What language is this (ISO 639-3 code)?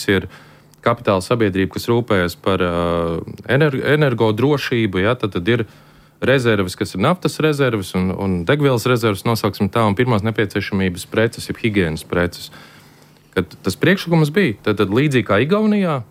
lav